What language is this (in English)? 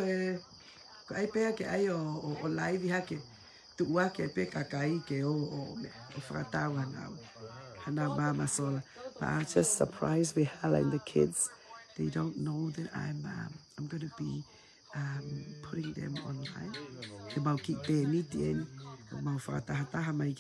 Tongan